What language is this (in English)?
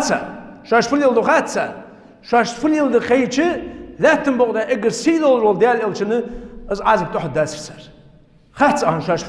Ingush